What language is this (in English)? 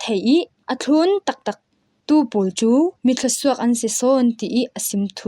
Falam Chin